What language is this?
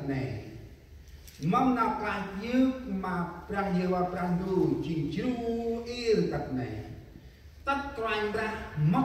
Central Mnong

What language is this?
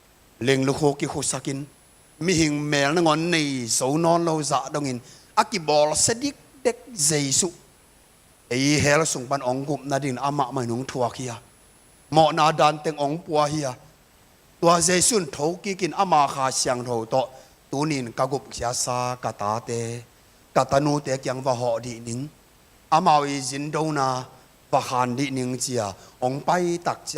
Tedim Chin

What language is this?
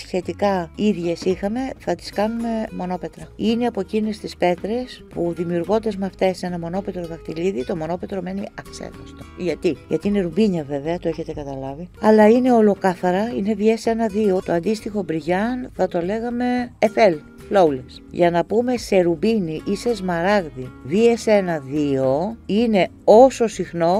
Greek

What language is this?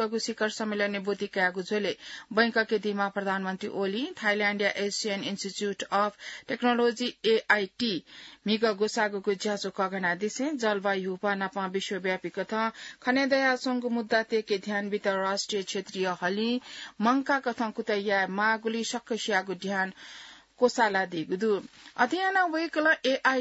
Newari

